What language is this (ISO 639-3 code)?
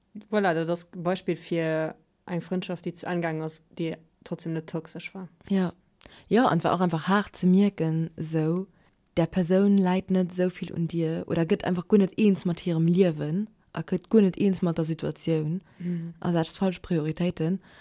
ltz